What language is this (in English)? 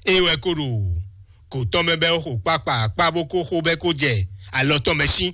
Fon